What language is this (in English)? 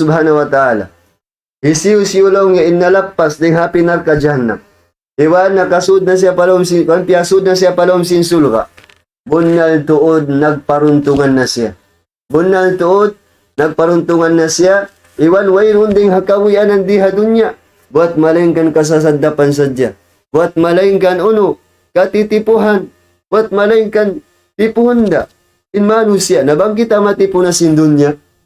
Tausug